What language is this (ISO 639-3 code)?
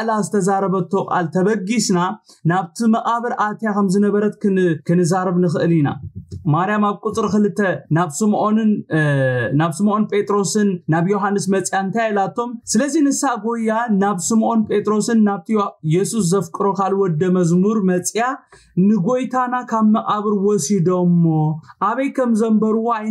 tir